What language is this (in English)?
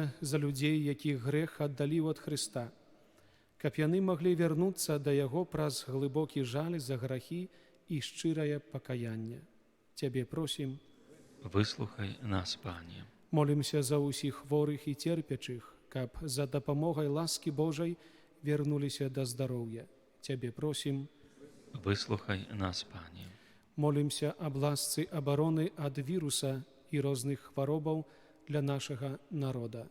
Belarusian